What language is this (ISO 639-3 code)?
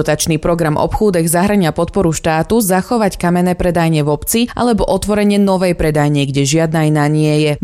slk